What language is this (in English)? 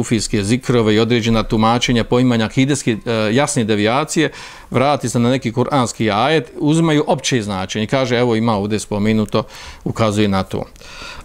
Bosnian